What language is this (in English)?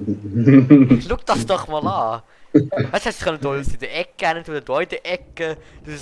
Swiss German